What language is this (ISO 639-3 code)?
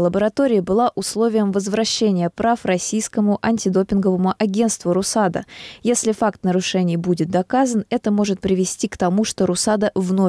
rus